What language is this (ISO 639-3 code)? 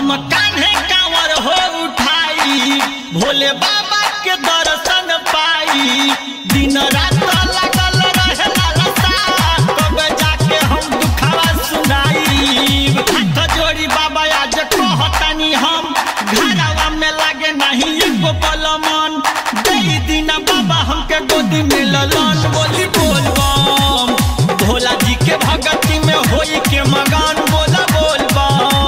bho